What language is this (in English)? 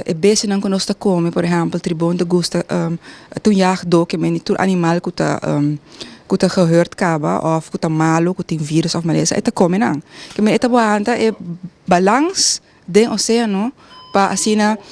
Papiamento